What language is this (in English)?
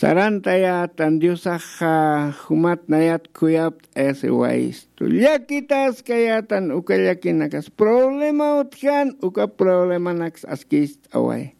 Aymara